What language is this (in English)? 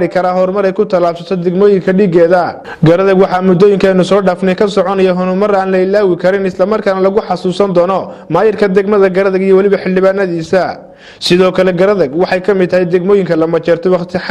Somali